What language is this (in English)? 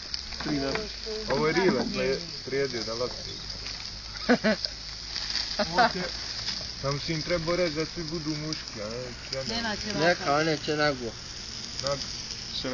Bosnian